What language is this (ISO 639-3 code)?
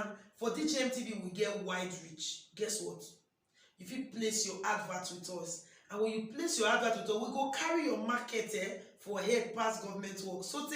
pcm